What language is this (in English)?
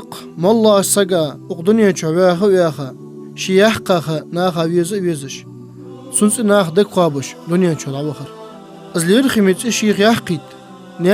Ingush